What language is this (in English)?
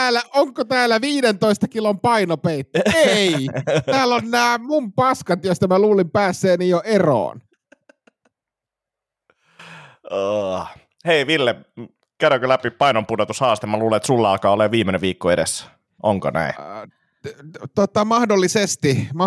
Finnish